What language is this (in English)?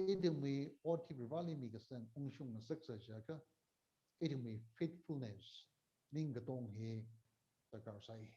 Tangkhul Naga (India)